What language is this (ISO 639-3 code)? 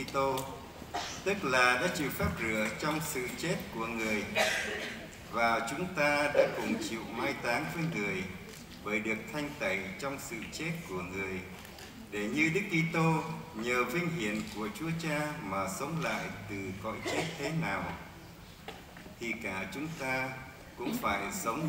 vie